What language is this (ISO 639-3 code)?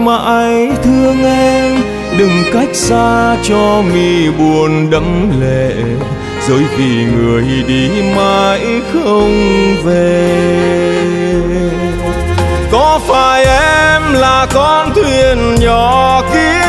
vie